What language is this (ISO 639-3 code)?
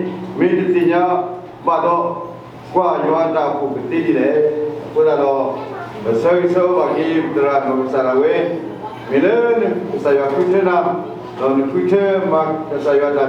ksw